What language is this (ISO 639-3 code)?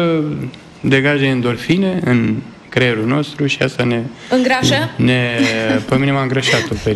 ron